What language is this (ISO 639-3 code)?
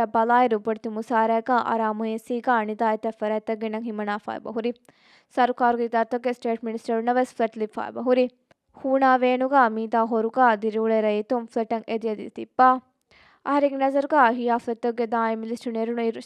div